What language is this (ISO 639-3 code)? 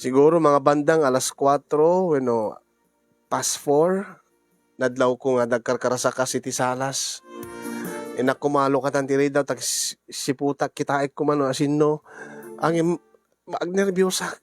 ilo